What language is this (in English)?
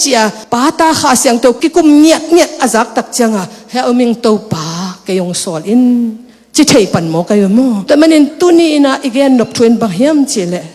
Tedim Chin